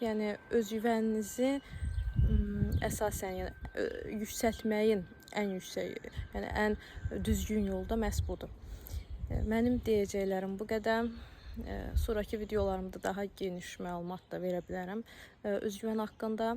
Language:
Azerbaijani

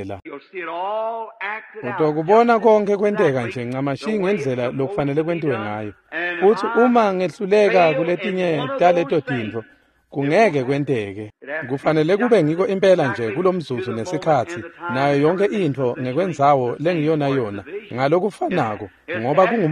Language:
Swati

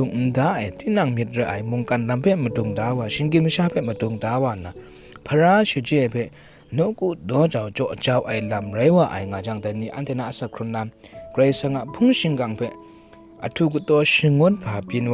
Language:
Kachin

